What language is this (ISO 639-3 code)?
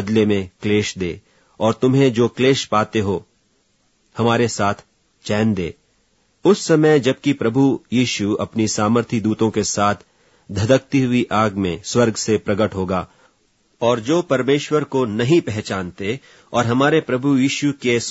hin